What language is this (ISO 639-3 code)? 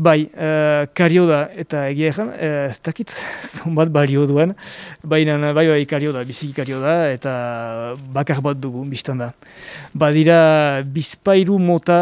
eus